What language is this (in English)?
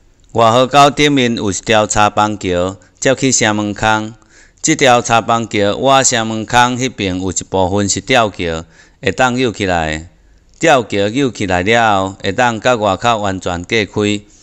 Min Nan Chinese